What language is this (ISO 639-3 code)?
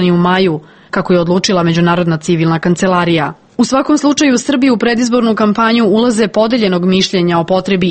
srp